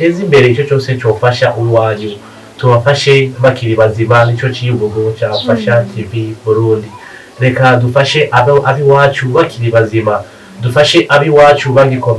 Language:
Rundi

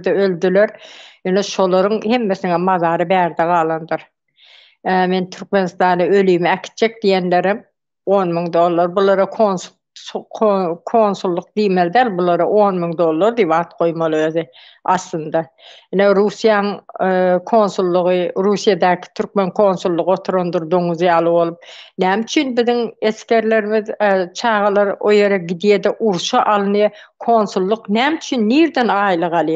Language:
Turkmen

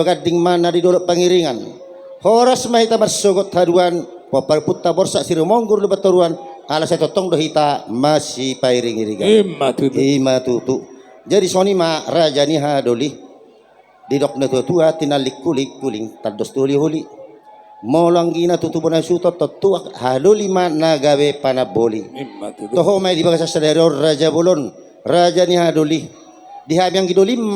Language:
Batak Toba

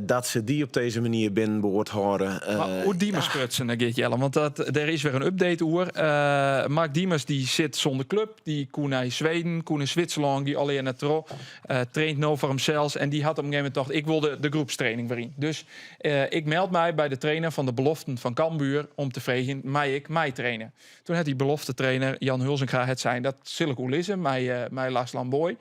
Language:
Western Frisian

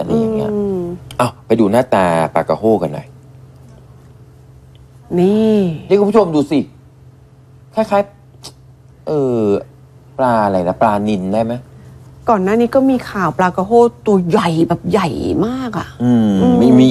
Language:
Thai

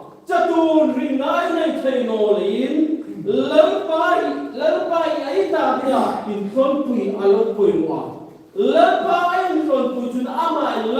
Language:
Hmar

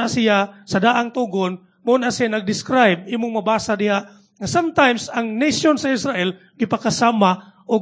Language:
Cebuano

